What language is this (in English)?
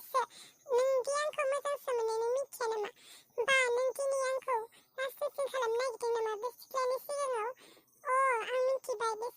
Bodo